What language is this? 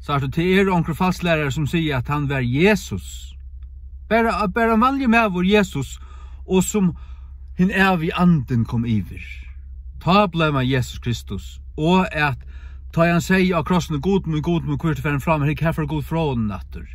Faroese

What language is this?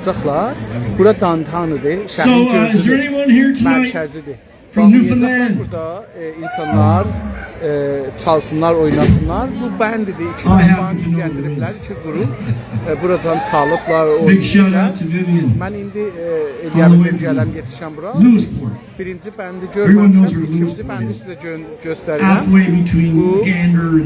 South Azerbaijani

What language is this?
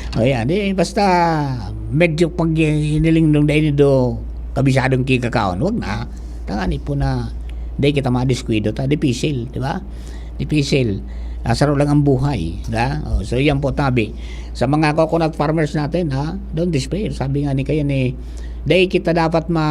Bikol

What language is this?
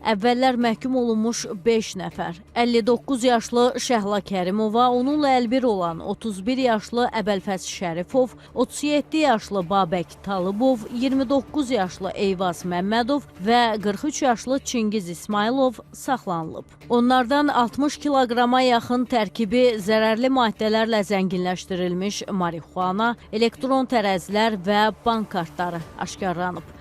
Azerbaijani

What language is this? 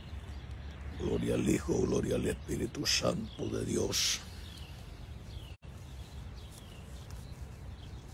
Spanish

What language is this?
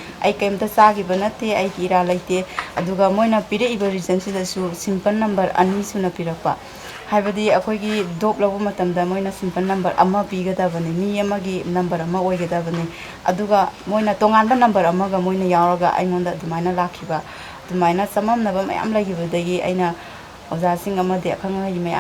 Manipuri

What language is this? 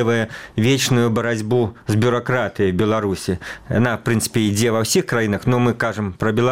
Belarusian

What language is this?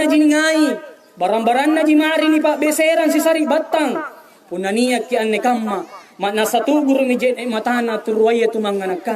Makasar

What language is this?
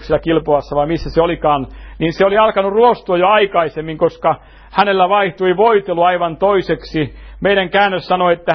Finnish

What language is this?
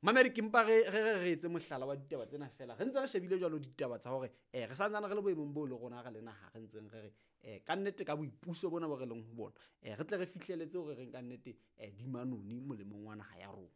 Southern Sotho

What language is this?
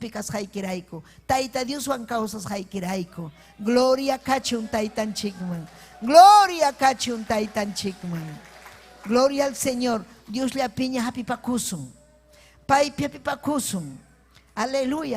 Ayacucho Quechua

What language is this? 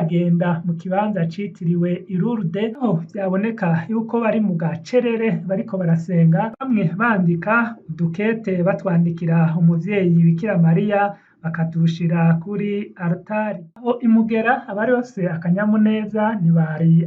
Rundi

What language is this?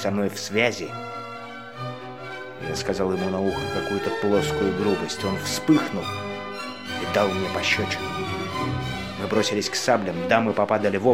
Russian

